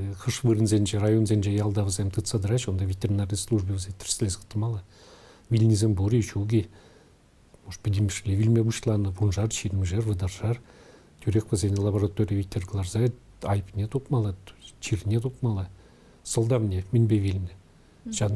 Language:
Chuvash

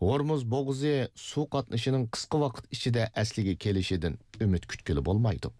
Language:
Uyghur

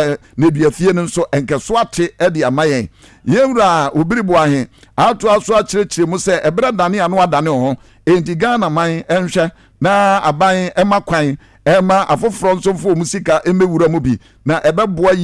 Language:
Akan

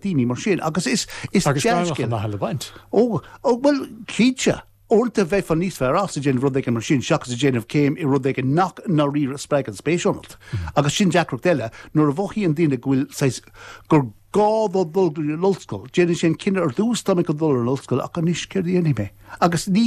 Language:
Irish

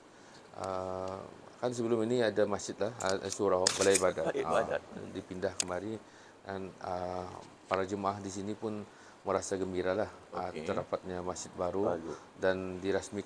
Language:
Malay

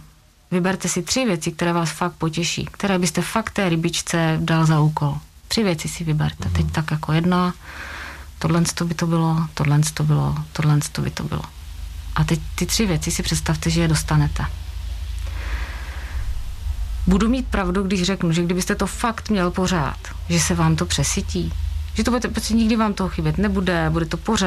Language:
Czech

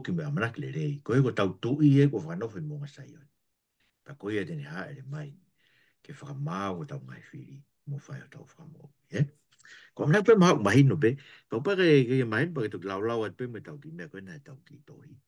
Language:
Tongan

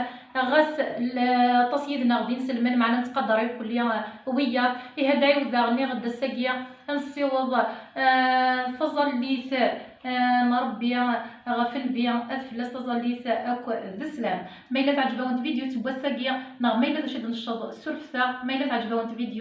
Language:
Kabyle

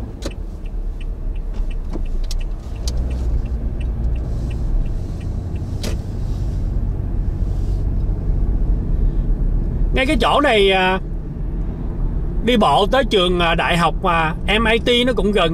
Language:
Vietnamese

